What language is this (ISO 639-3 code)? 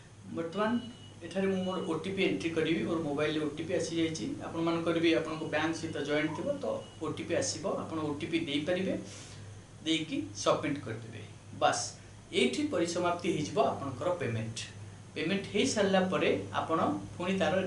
ori